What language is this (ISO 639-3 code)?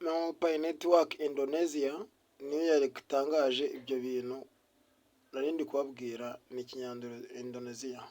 kin